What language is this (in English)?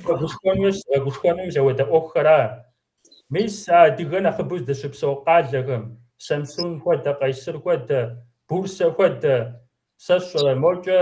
Kabardian